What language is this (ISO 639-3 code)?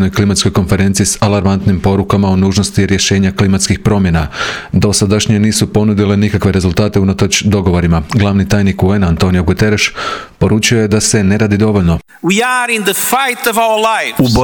hrv